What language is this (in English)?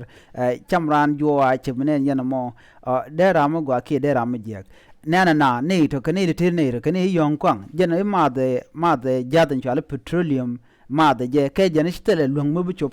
Nuer